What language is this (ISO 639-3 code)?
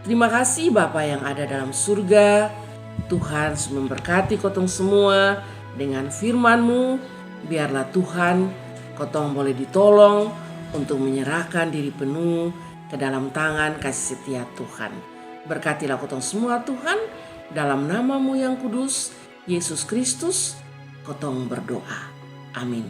mkn